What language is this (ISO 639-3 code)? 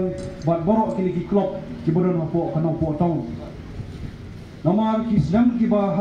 kha